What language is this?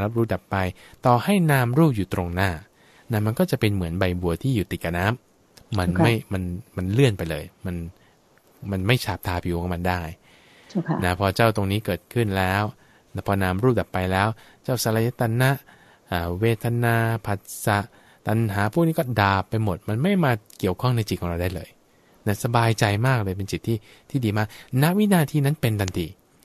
Thai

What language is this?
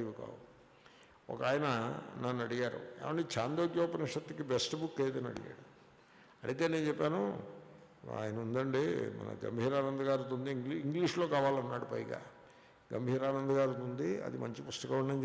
Telugu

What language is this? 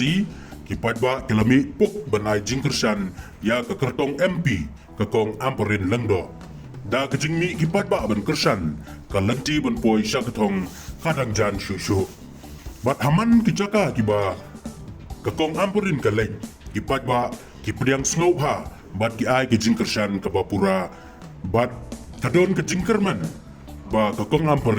Khasi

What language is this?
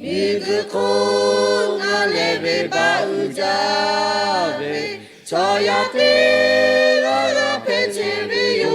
Lahu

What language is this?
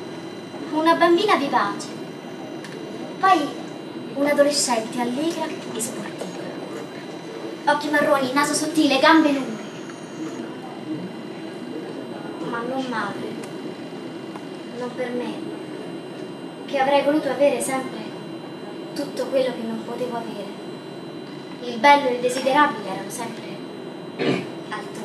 Italian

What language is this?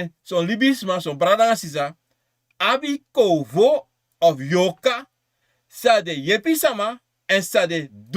Sranan Tongo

